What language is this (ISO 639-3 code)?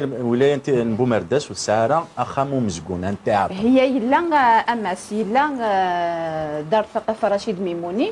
kab